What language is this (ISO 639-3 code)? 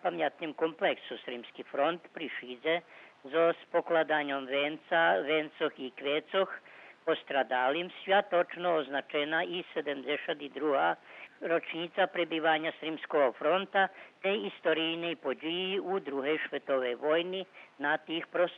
rue